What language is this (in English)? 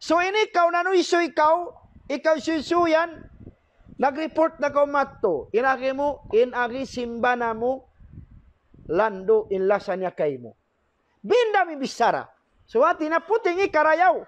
Tausug